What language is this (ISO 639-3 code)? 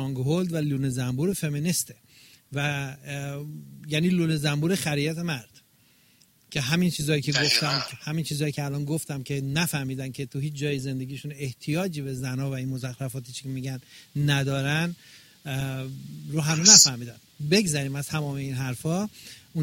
fas